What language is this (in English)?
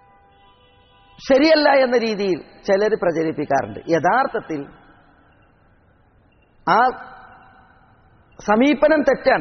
Malayalam